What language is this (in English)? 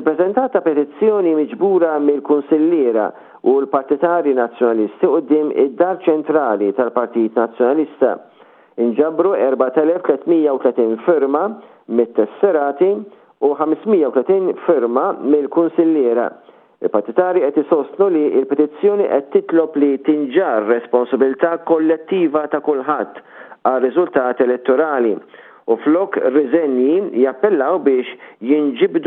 Maltese